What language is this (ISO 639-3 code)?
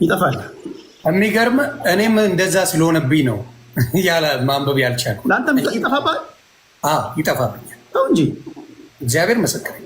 amh